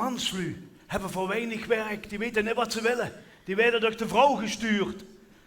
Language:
Limburgish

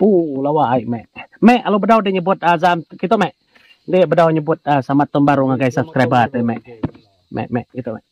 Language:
Iban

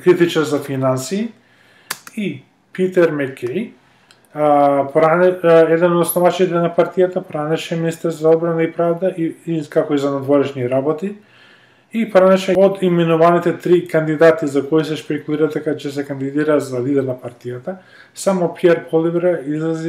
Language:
Macedonian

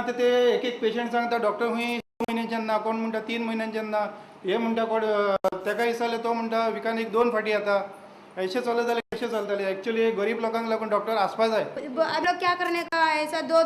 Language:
Konkani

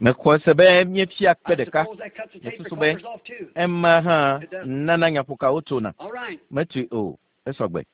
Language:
Ewe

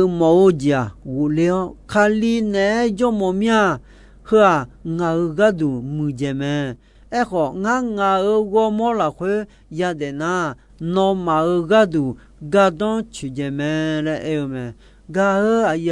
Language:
Akha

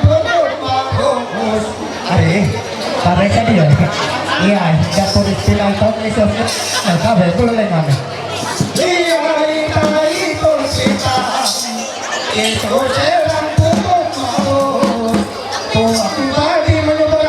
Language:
Ma'anyan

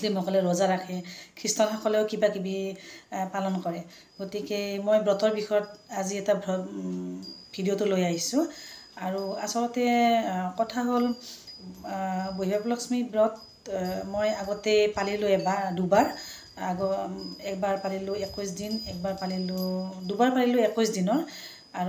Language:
Assamese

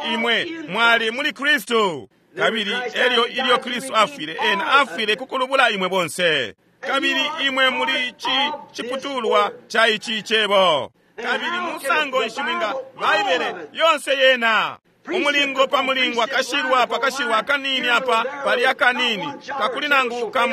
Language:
Bemba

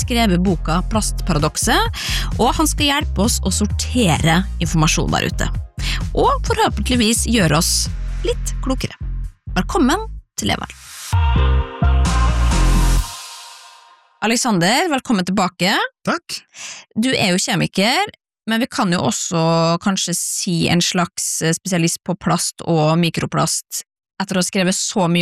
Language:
Norwegian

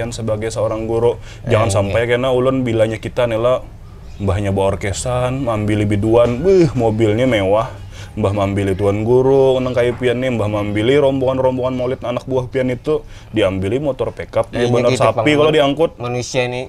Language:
Banjar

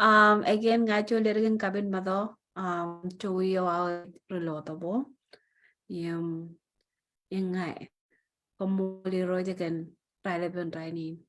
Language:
Marshallese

